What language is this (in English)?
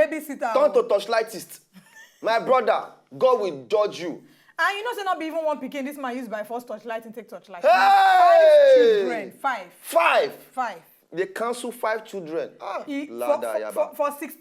Nigerian Pidgin